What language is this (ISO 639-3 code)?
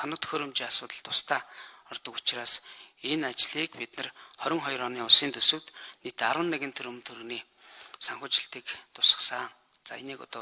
mon